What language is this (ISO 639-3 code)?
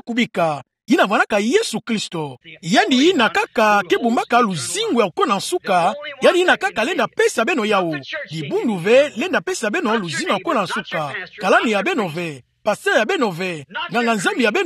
ktu